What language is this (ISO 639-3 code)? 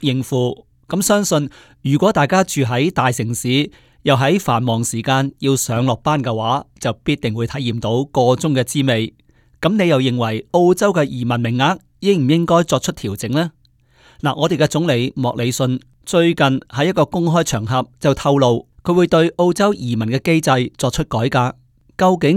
yue